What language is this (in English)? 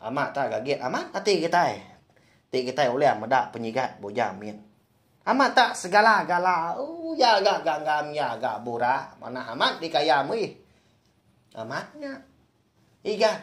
Iban